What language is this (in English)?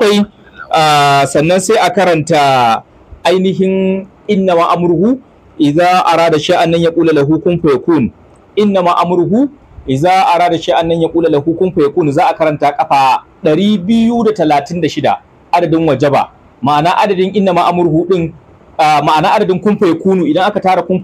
Hausa